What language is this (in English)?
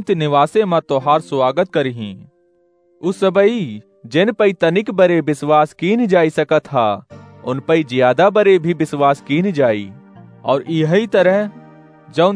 Awadhi